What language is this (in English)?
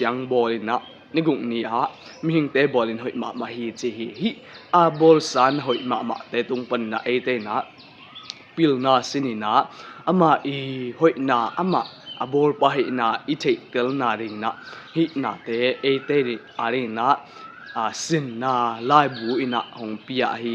Tedim Chin